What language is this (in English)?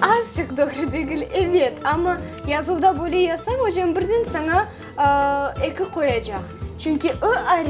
Crimean Tatar